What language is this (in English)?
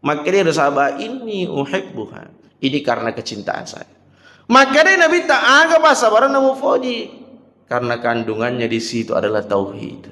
Buginese